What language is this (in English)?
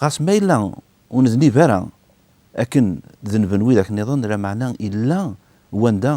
Kabyle